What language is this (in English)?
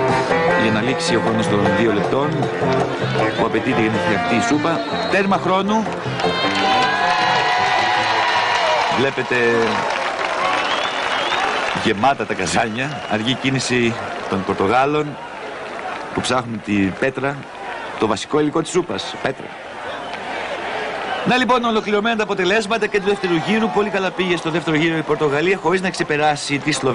Greek